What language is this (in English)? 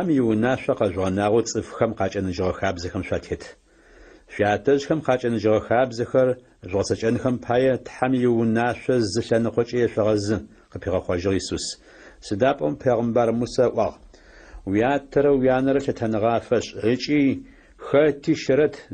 Adyghe